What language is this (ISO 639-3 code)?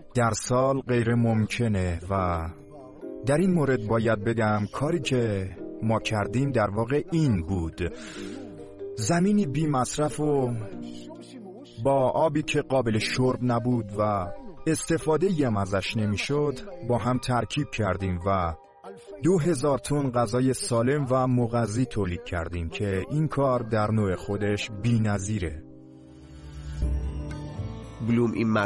fas